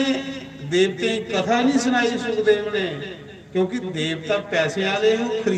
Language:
Dogri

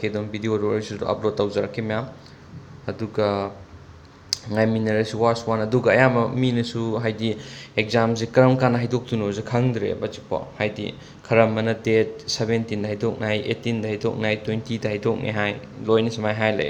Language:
Manipuri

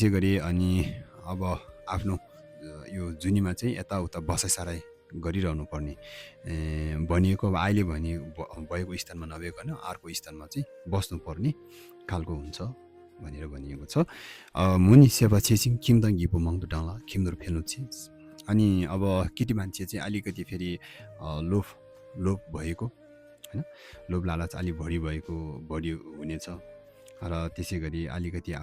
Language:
Nepali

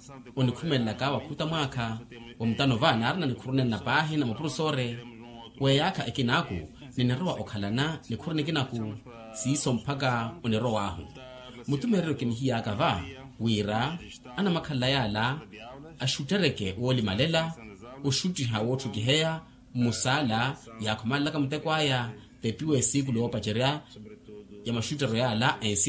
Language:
Makhuwa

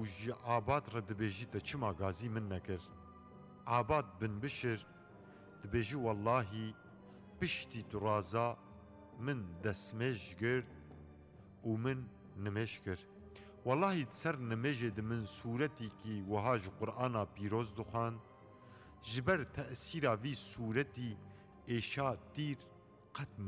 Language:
Kurdish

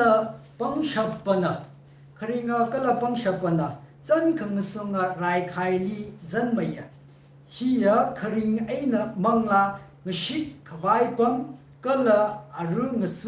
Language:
Tangkhul Naga (India)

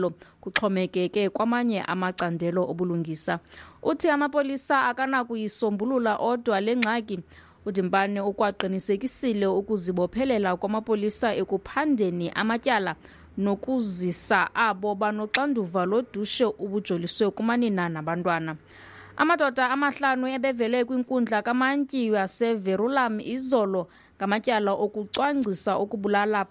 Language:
Xhosa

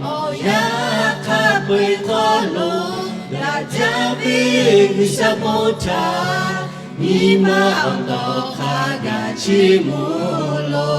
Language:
Lahu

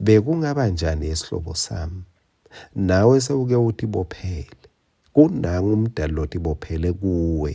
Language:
Swati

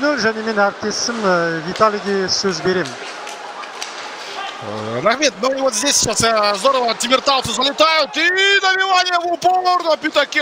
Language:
Kazakh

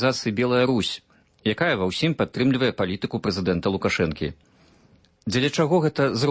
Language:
Belarusian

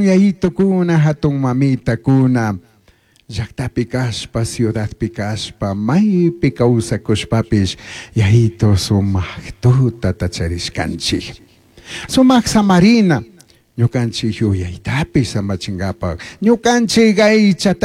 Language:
Chimborazo Highland Quichua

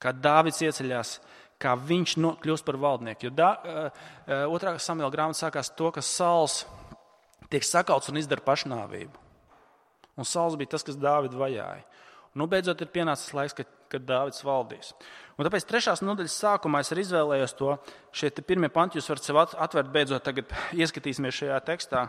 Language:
Latvian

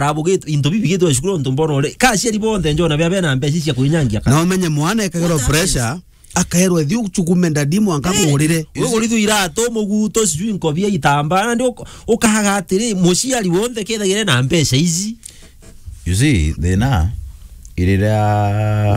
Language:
Meru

